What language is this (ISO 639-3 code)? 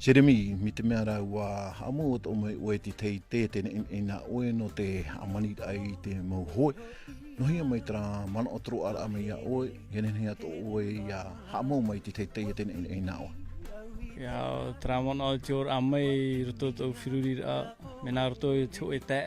tah